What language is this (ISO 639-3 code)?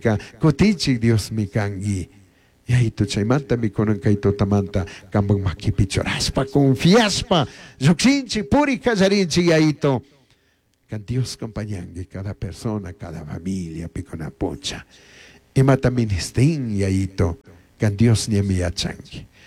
qug